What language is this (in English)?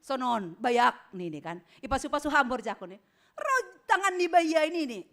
Batak Simalungun